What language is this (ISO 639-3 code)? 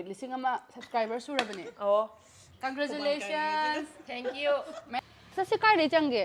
mni